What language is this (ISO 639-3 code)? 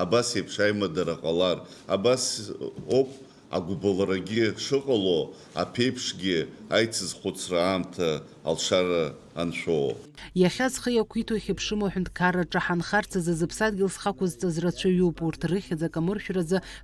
abk